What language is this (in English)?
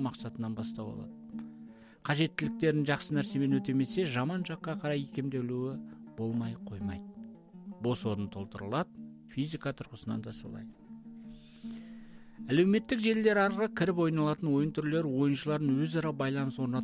Kazakh